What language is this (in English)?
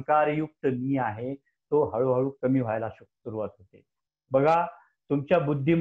Marathi